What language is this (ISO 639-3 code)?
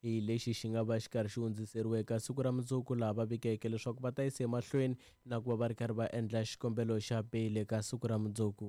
tso